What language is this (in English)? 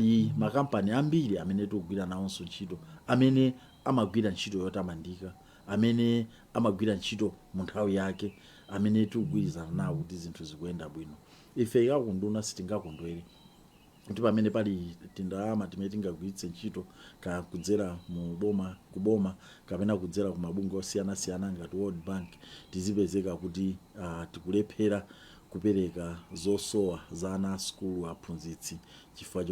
Nyanja